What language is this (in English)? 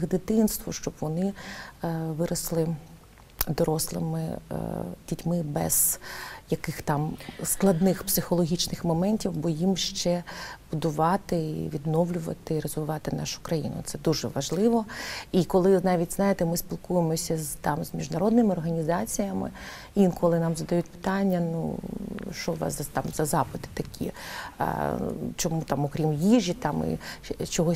Ukrainian